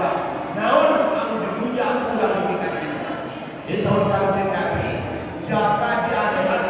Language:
Sundanese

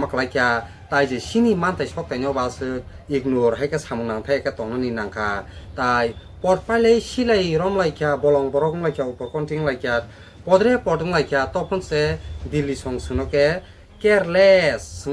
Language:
Kok Borok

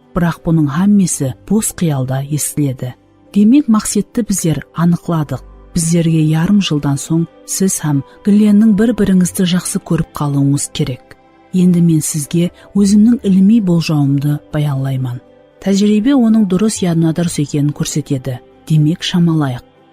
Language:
Kara-Kalpak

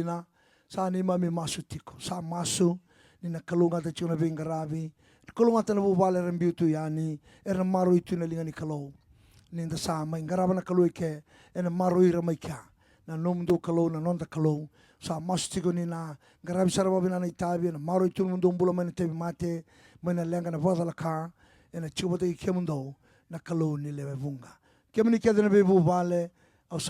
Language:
Fijian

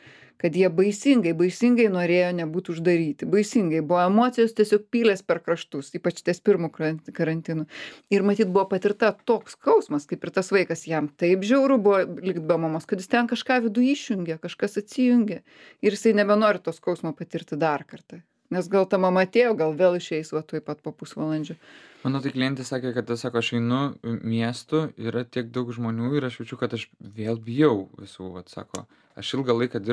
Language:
Lithuanian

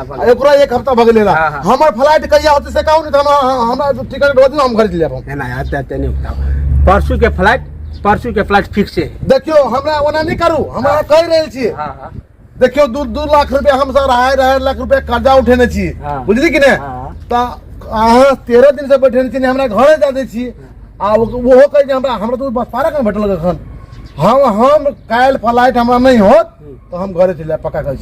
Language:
Maithili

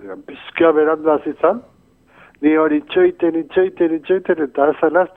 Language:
Basque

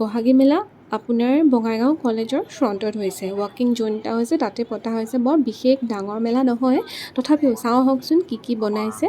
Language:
Assamese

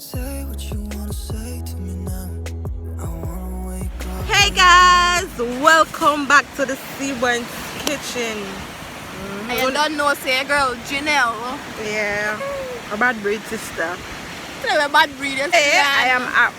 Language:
Jamaican Creole English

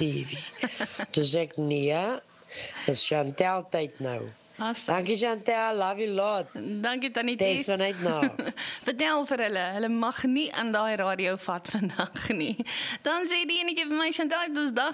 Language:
Afrikaans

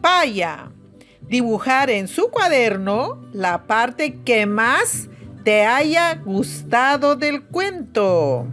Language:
Aymara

